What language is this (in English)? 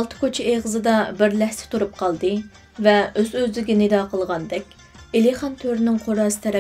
Uyghur